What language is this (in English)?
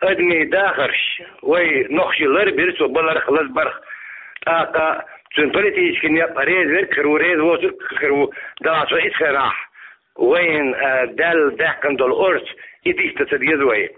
Chechen